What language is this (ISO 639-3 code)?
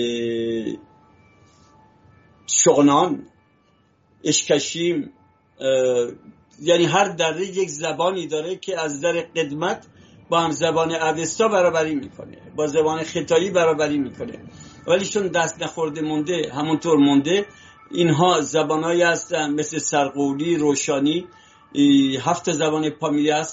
fas